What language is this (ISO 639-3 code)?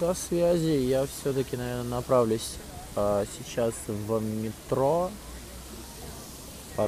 rus